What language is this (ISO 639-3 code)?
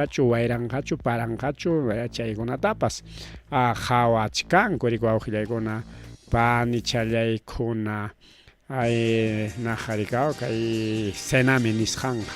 quy